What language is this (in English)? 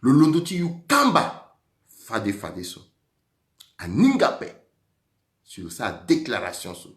Sango